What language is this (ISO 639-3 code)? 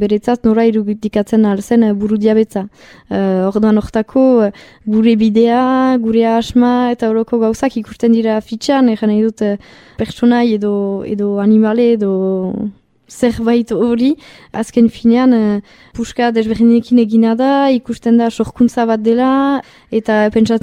eus